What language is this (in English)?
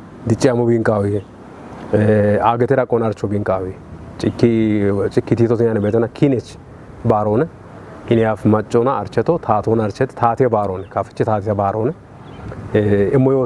Kafa